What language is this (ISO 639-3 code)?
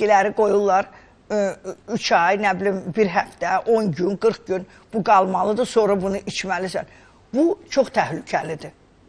aze